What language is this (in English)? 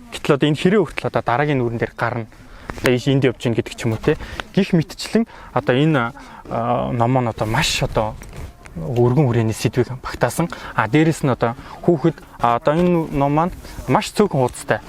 Mongolian